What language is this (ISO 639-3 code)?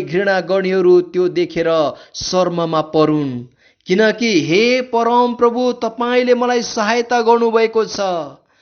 nep